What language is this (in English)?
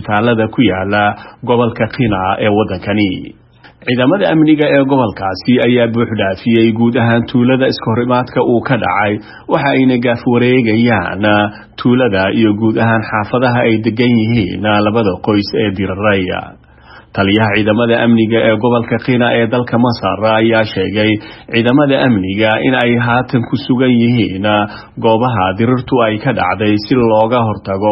Somali